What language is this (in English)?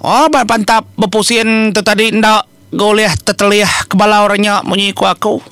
Iban